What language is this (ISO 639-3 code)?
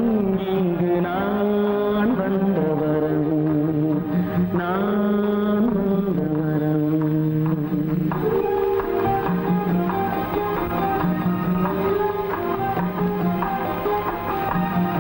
tam